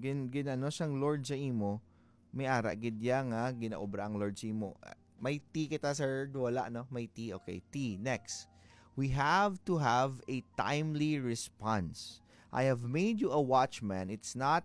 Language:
Hiligaynon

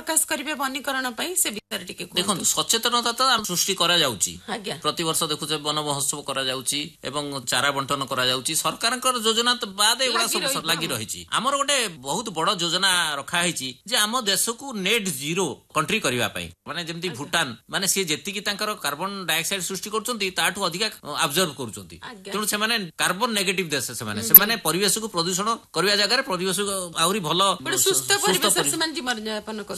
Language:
Odia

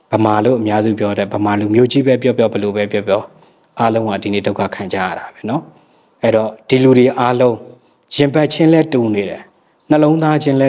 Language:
Burmese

